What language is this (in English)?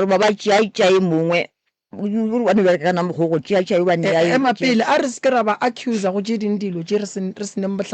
Northern Sotho